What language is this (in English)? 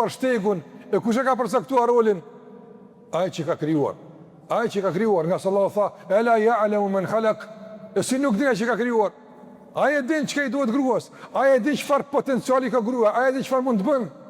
Albanian